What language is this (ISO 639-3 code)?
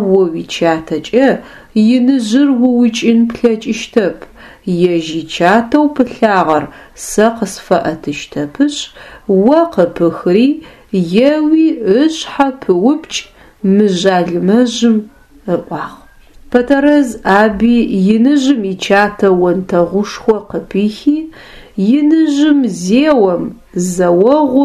ady